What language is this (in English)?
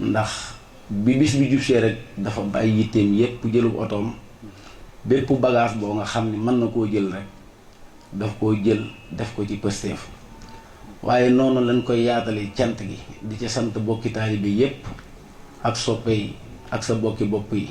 Wolof